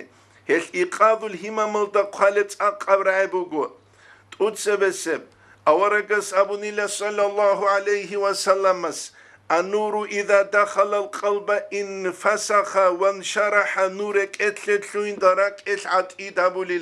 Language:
Avaric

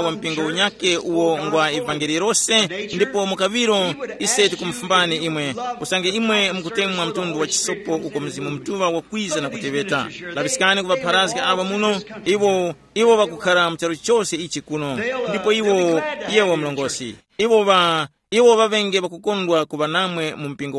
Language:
Tumbuka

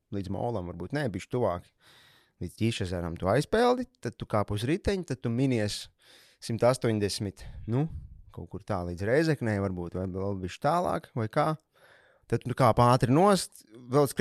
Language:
Latvian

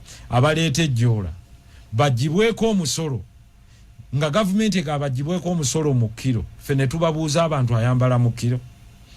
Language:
Ganda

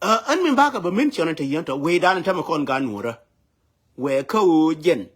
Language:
Nuer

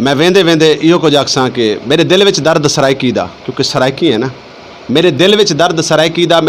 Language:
Saraiki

